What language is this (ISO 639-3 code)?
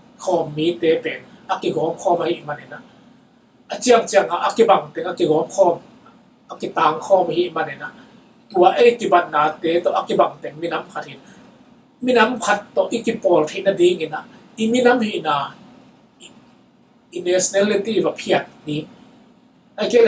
ctd